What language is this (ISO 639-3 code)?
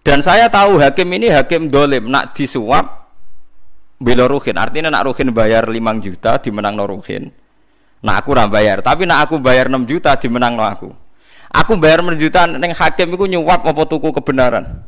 jav